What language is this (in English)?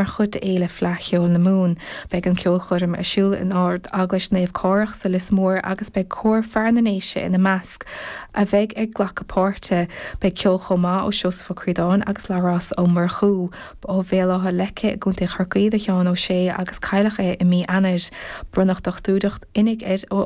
Irish